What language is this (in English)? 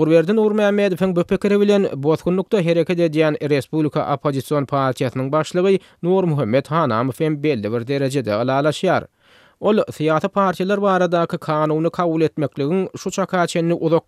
Turkmen